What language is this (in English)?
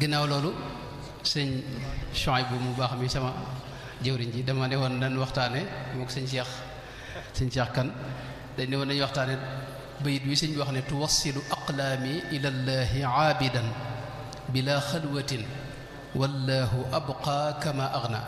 Wolof